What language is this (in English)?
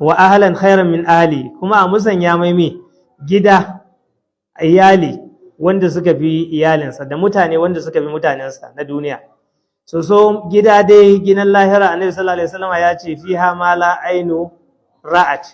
Hausa